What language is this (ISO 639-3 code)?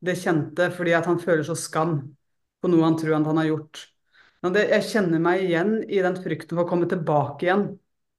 nor